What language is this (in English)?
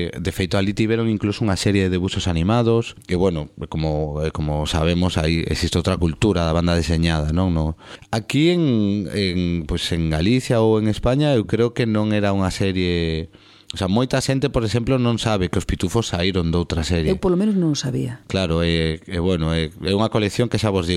Galician